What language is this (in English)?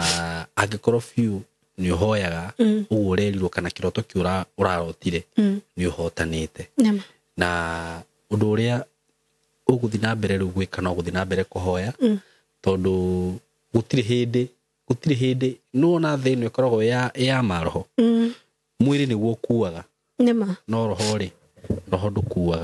Kikuyu